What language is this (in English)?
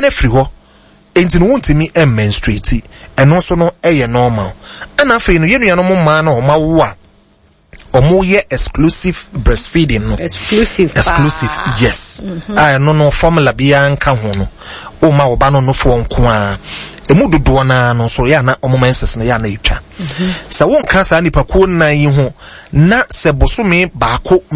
Akan